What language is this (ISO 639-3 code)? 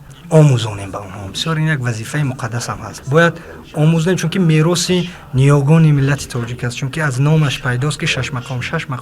tgk